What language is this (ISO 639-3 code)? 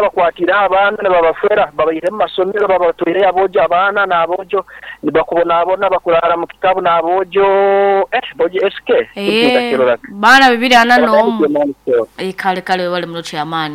nyn